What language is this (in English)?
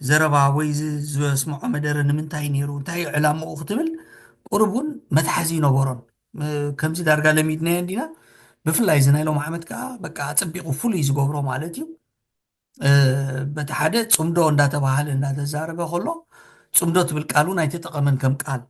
Tigrinya